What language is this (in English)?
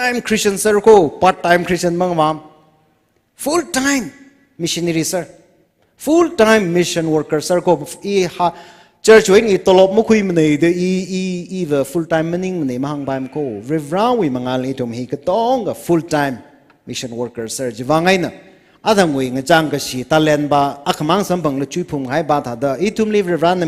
Tangkhul Naga (India)